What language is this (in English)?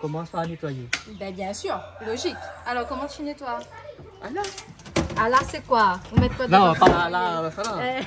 Réunion Creole French